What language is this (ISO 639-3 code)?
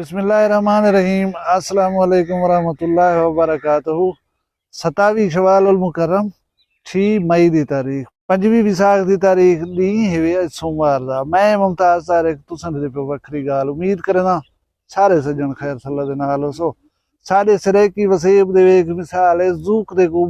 skr